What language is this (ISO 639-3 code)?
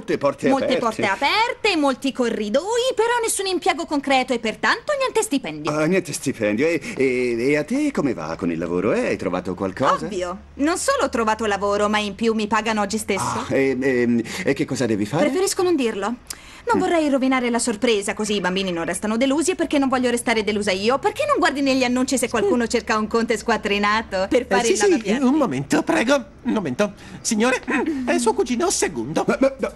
ita